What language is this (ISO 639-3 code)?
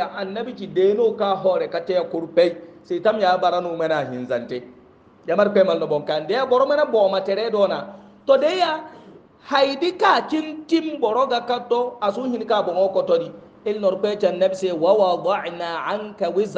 hau